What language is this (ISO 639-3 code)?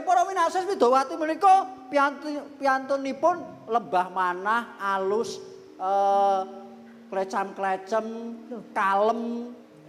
jav